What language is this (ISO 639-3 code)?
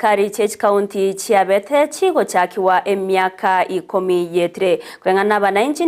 guz